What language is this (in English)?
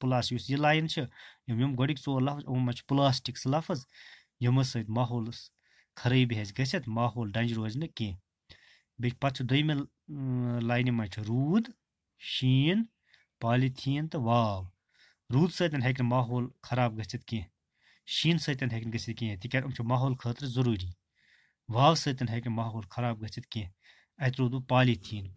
Kashmiri